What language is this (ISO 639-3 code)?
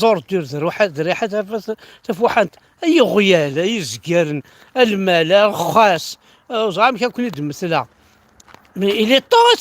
kab